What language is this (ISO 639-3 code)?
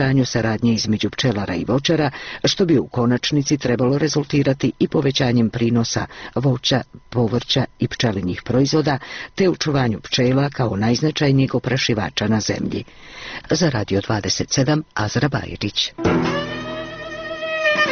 bos